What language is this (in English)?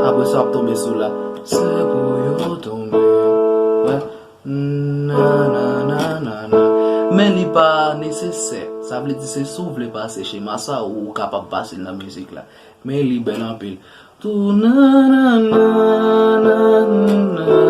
Haitian Creole